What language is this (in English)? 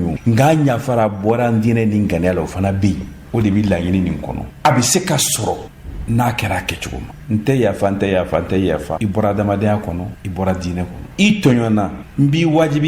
Bambara